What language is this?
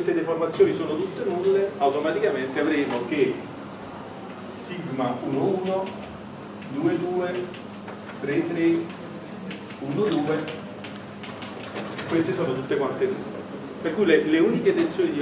Italian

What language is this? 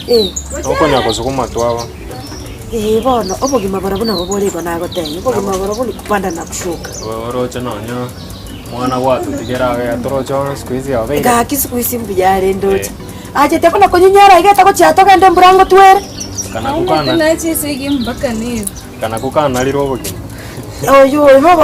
Gusii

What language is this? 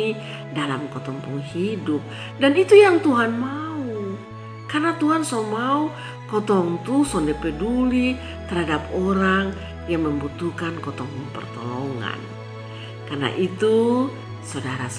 Kupang Malay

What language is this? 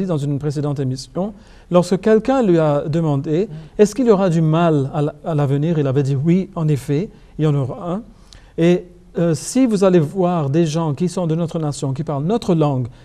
French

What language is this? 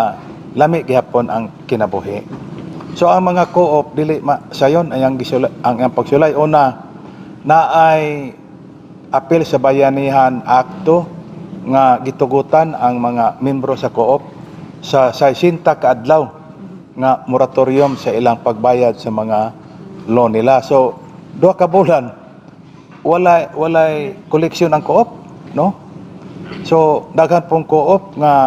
Cebuano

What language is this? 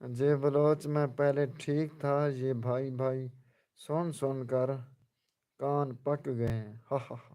Saraiki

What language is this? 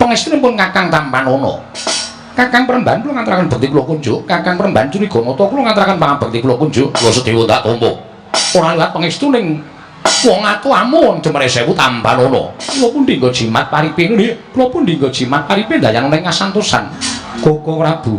Javanese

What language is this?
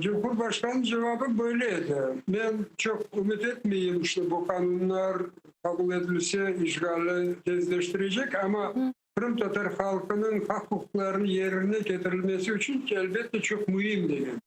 Crimean Tatar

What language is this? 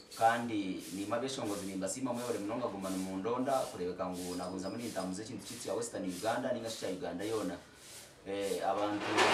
Shona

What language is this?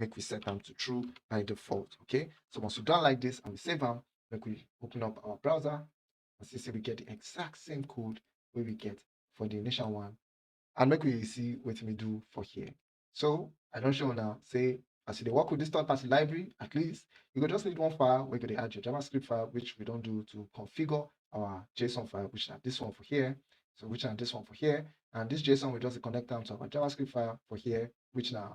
Nigerian Pidgin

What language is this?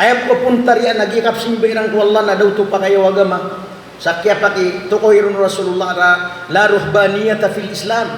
Maranao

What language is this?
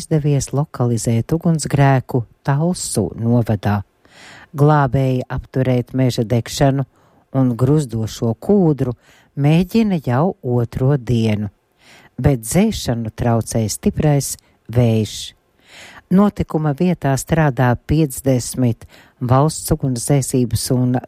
Latvian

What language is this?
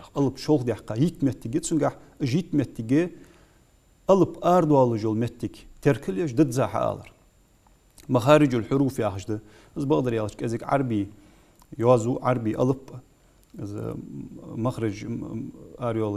Ingush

